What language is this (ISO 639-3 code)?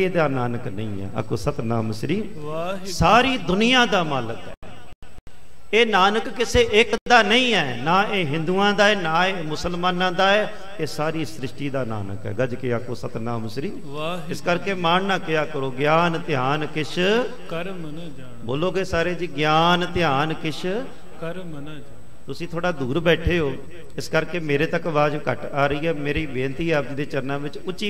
pan